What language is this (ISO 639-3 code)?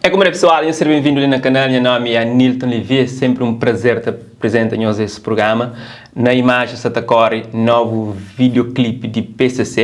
kea